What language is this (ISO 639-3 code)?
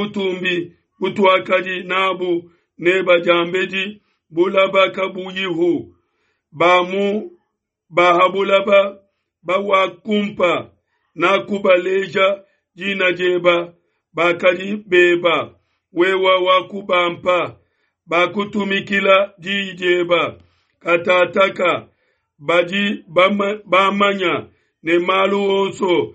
lua